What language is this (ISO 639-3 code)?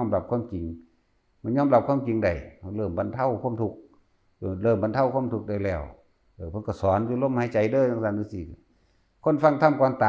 lao